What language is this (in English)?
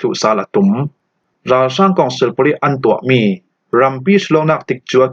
Falam Chin